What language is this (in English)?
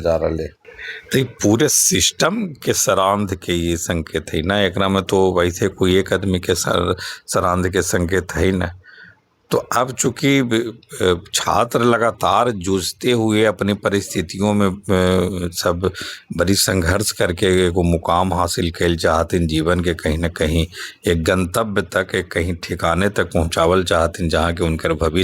Magahi